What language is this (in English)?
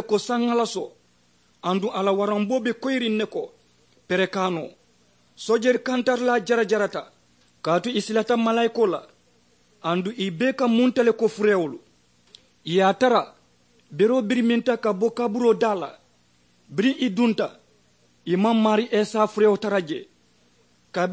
Mandingo